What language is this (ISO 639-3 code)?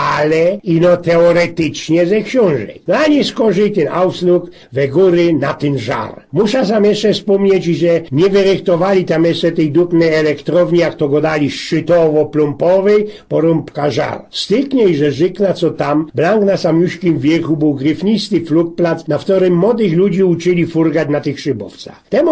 szl